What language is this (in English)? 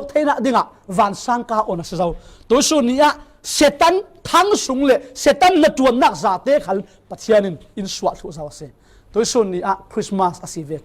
Falam Chin